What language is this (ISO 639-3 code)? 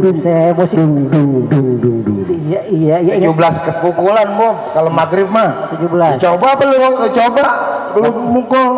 bew